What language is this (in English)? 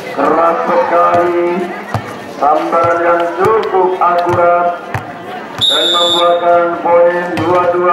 Indonesian